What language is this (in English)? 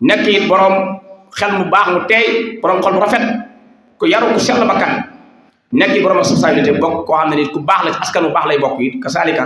Wolof